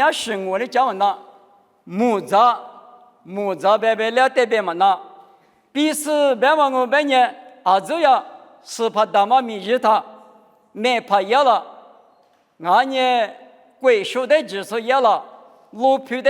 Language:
Lisu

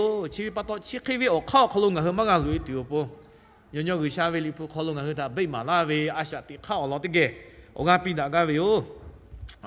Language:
Lahu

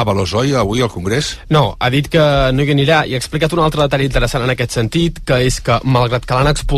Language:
Catalan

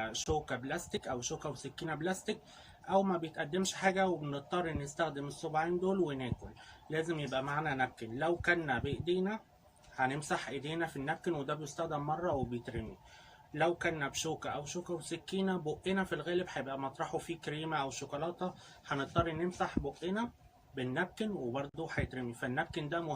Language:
Egyptian Arabic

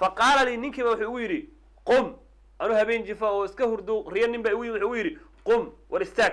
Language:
Somali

